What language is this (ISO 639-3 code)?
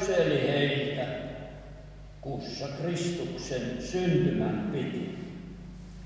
fin